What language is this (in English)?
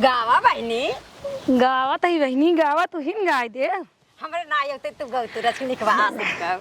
Awadhi